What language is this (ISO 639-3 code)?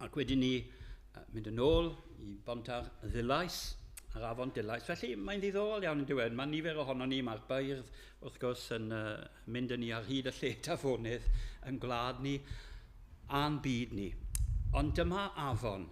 cym